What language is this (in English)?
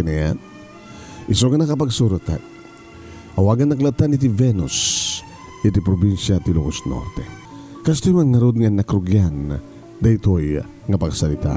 Iloko